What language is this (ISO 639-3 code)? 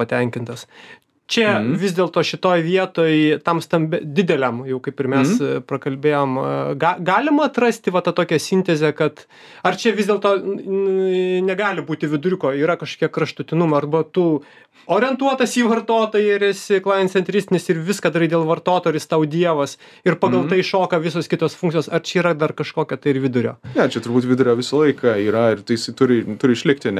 lit